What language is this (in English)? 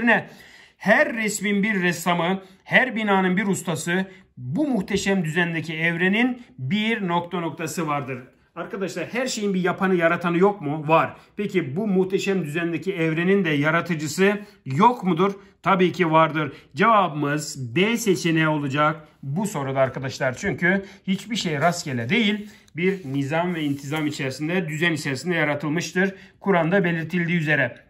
Turkish